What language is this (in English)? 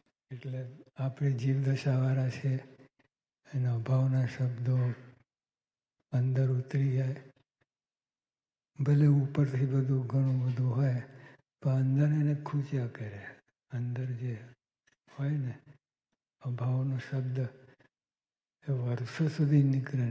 Gujarati